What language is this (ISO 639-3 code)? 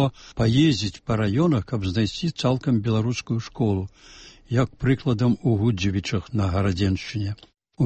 bel